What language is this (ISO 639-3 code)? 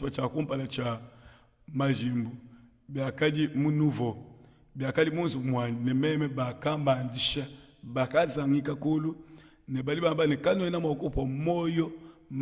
lua